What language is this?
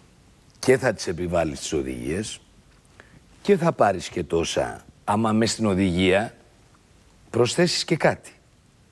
Greek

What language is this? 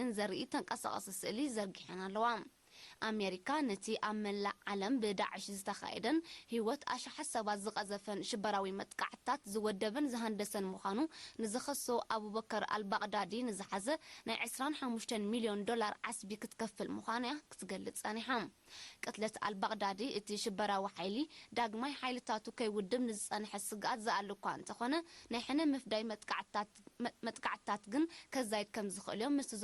Tigrinya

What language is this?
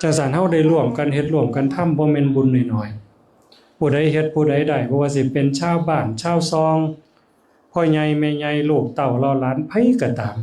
Northeastern Thai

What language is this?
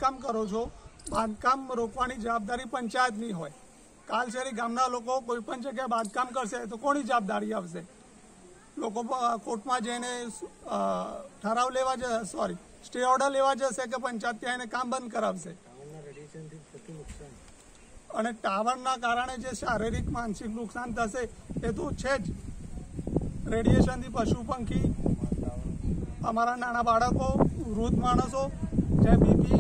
Gujarati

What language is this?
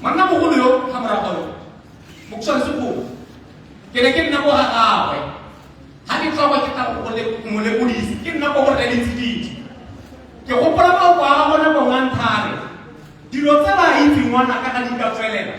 Tswana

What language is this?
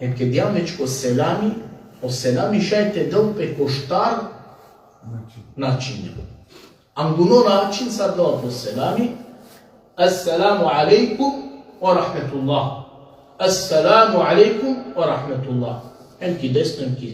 Balkan Romani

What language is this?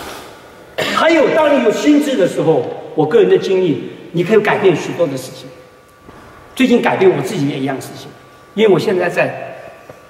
Chinese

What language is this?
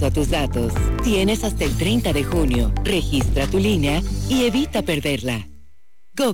Spanish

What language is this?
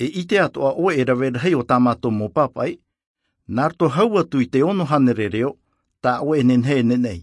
Tahitian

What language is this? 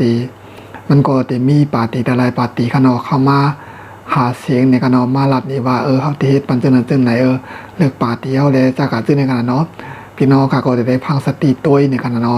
Shan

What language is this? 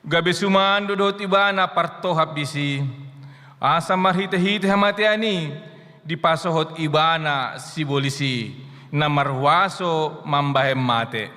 Batak Toba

